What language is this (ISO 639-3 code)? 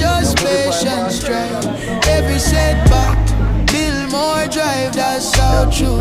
jam